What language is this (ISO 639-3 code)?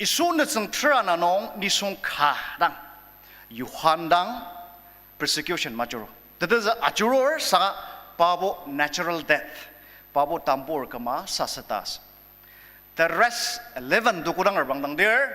njo